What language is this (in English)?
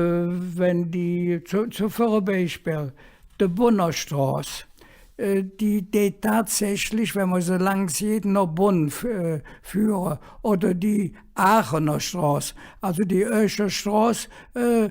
Colognian